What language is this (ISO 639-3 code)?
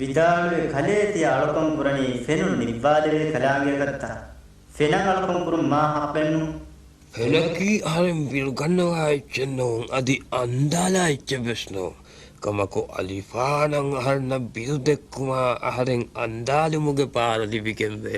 div